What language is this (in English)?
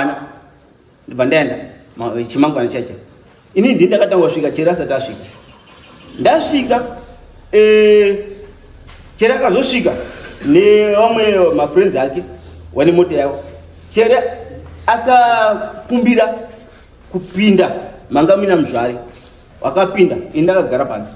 Shona